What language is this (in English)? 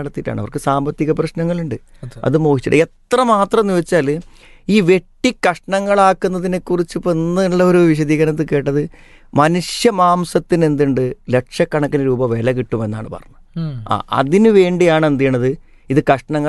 Malayalam